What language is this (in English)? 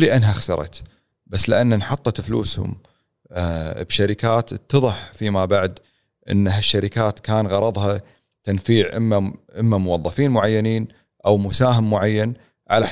Gulf Arabic